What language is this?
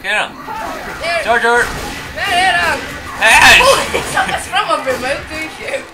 Faroese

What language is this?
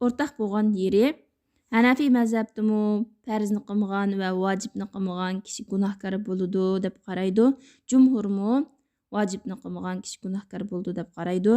Uyghur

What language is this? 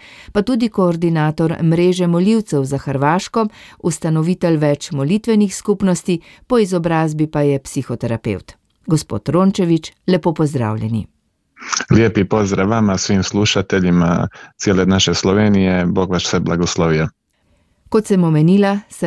Slovenian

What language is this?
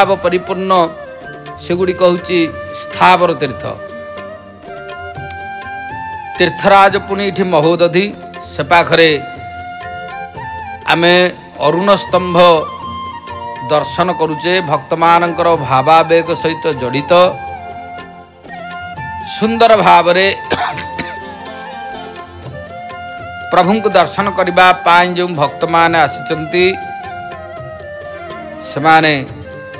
Odia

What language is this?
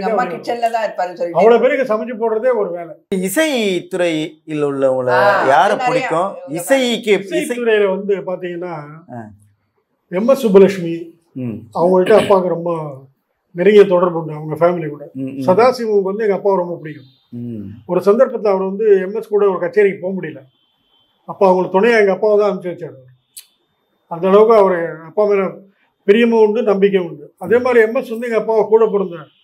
Tamil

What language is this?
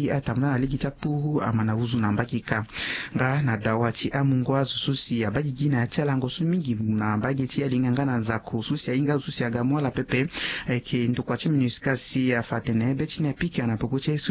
Sango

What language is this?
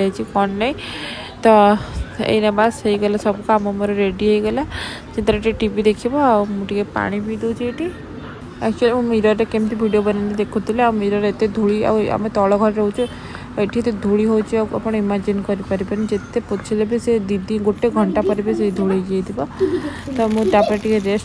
Odia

